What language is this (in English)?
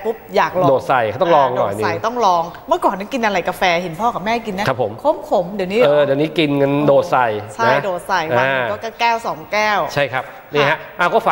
Thai